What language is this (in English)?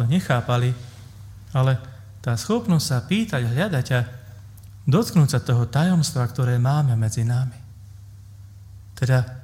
Slovak